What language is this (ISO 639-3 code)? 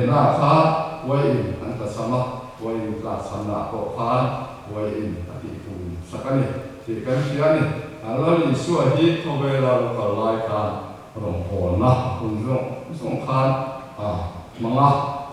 lus